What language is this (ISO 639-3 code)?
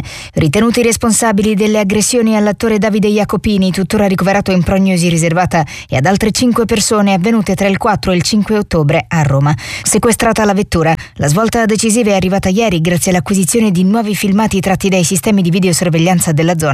ita